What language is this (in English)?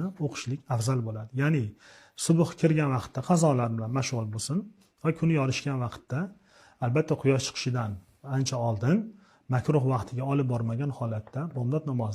Uzbek